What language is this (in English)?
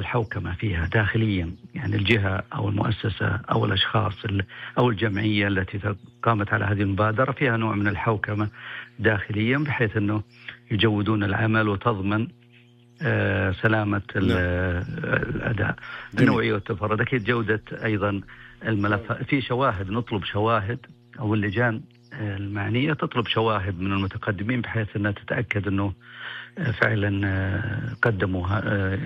Najdi Arabic